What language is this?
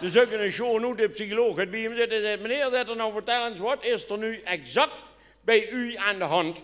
Limburgish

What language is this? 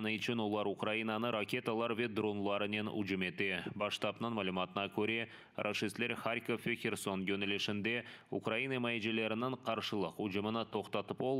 Crimean Tatar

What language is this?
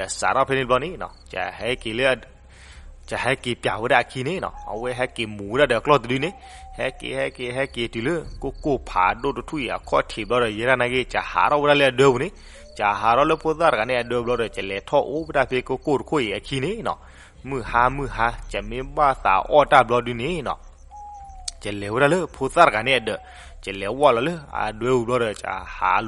S'gaw Karen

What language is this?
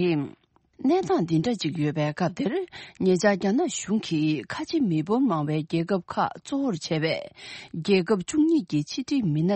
Tibetan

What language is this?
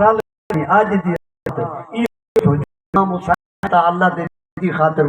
Saraiki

